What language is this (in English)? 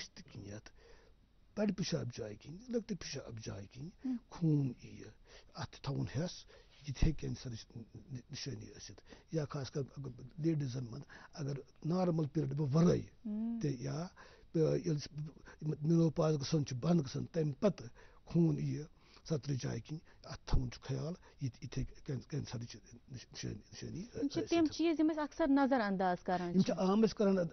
Kashmiri